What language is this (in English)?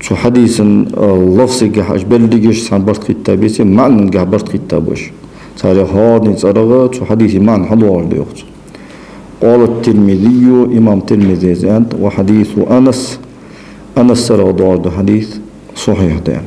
Ingush